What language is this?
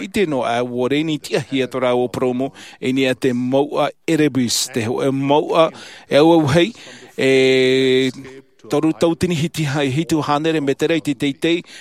Tahitian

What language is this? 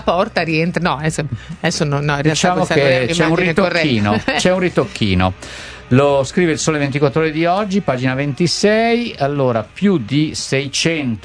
Italian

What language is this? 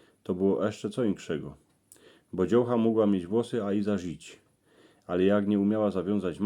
Silesian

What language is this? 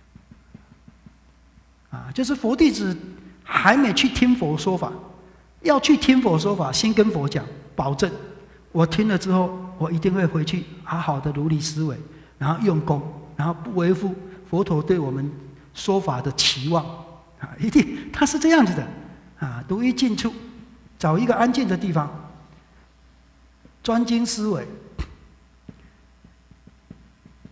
Chinese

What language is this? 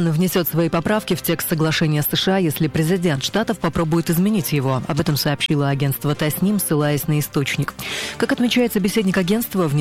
Russian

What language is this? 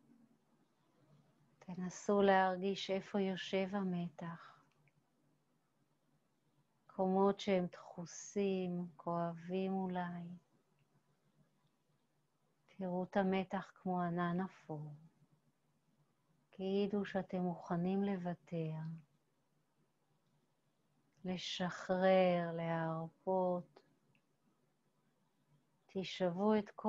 Hebrew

